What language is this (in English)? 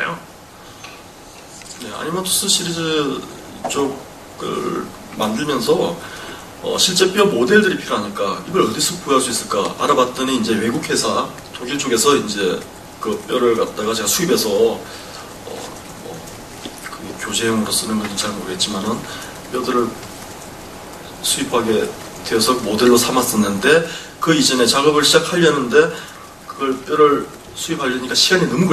Korean